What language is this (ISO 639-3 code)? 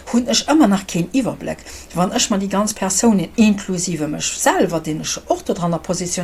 ltz